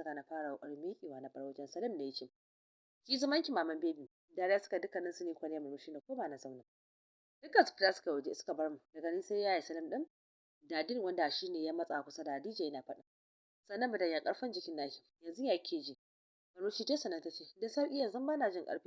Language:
Hausa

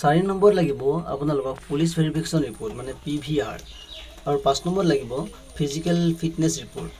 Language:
Assamese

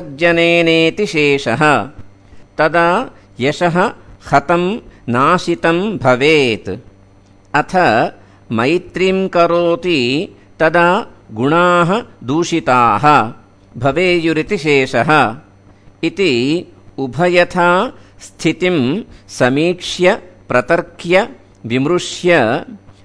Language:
Sanskrit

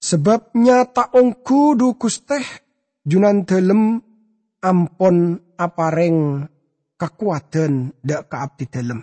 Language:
Madurese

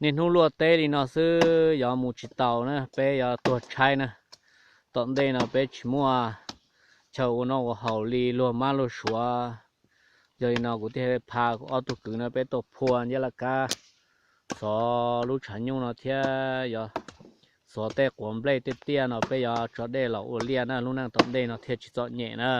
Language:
Hmong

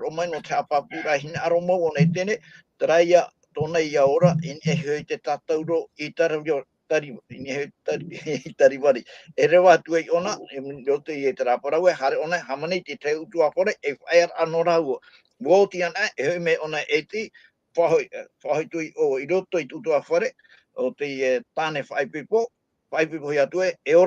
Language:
Tahitian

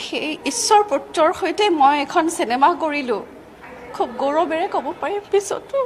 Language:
Assamese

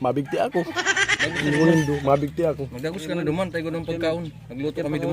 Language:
Bikol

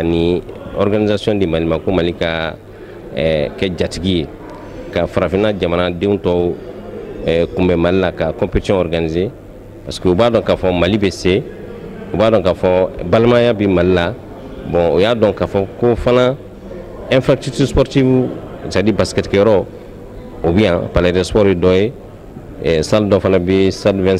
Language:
Bambara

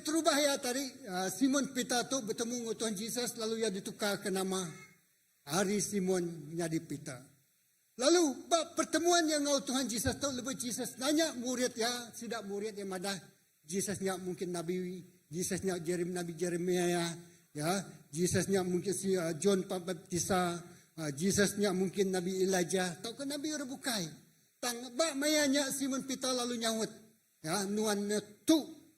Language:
Iban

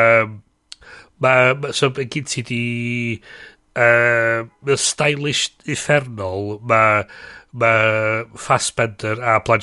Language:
Welsh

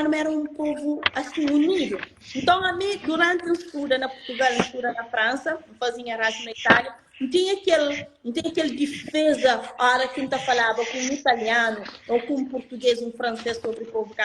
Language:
Kabuverdianu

